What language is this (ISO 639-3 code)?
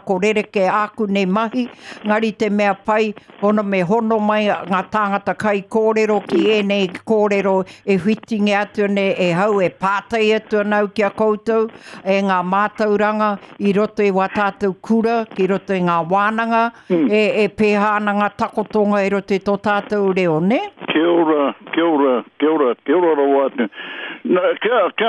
mri